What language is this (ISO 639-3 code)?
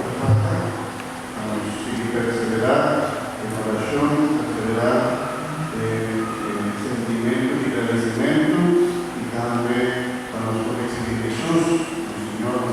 pap